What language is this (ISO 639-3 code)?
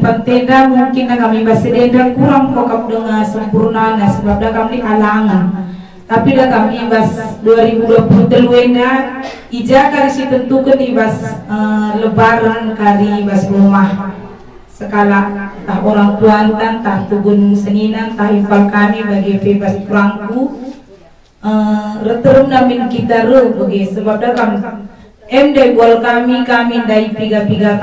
btx